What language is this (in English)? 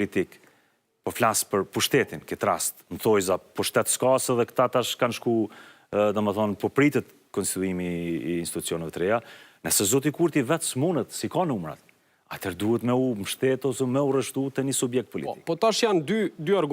Albanian